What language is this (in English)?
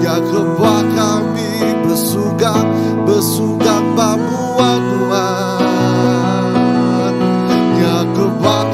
Iban